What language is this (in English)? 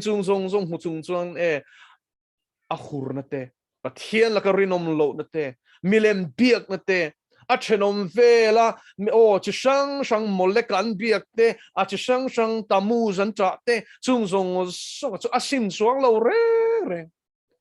Mizo